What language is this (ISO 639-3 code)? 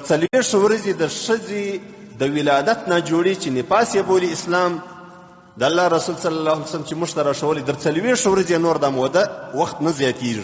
pus